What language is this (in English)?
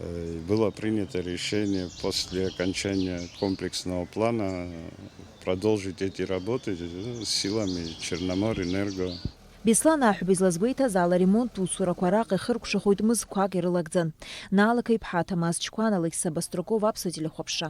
Abkhazian